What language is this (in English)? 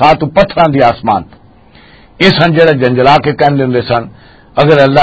Western Panjabi